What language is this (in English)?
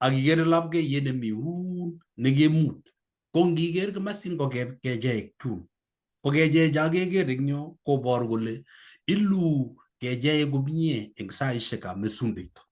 Kalenjin